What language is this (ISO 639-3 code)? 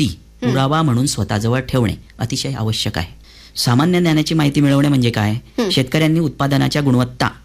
mar